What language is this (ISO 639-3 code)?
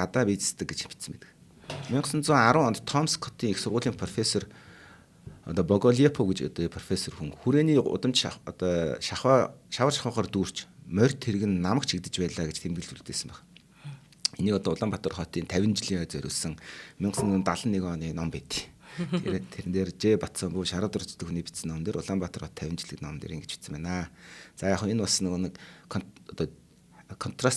mon